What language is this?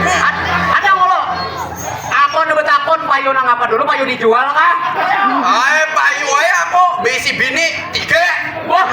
Banjar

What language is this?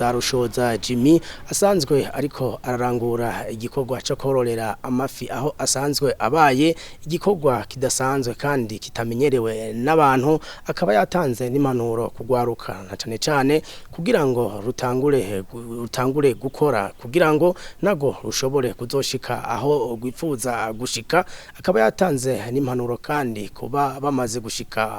Rundi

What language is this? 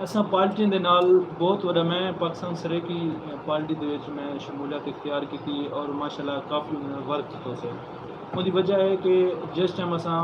Saraiki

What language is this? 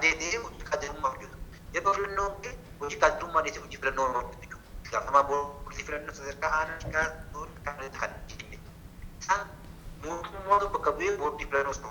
Oromo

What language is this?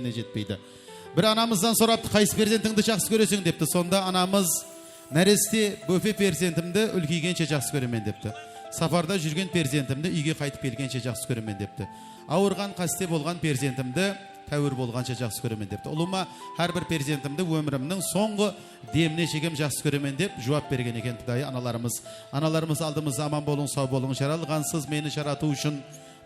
Kara-Kalpak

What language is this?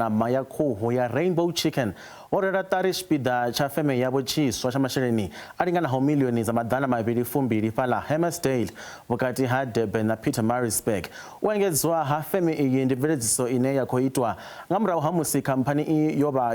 Venda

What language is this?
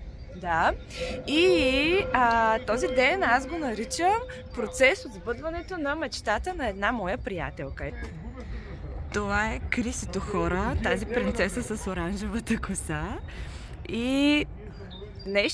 Bulgarian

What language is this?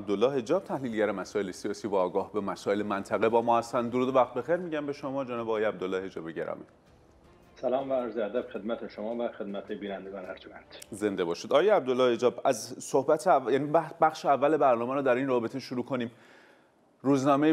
Persian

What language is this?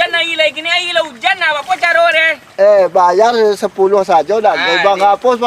Minangkabau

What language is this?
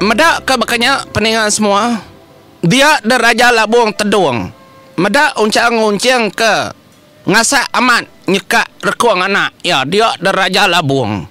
Iban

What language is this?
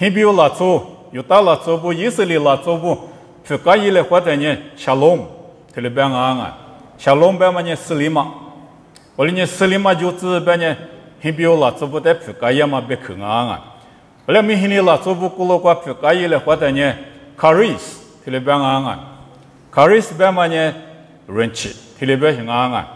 Lisu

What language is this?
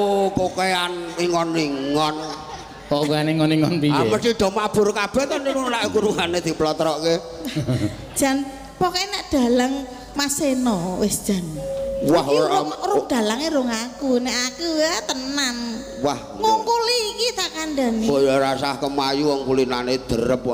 Javanese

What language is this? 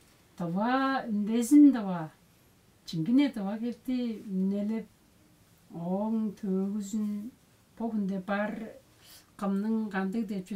Tuvinian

